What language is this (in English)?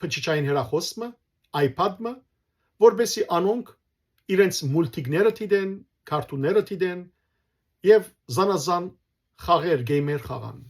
Western Armenian